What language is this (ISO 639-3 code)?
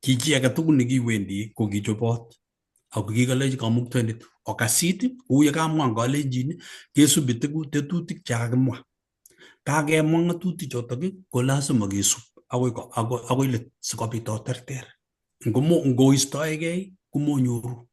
kln